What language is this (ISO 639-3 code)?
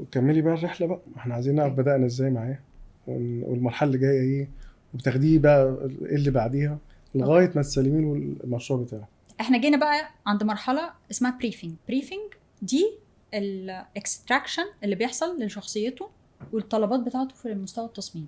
arz